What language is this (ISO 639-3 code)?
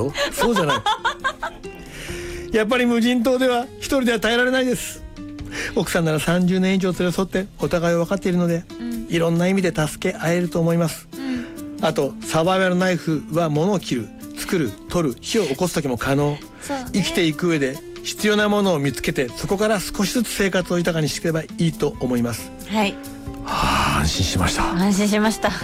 jpn